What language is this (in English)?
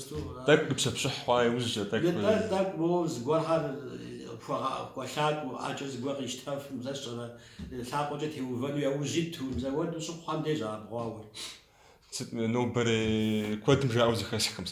Kabardian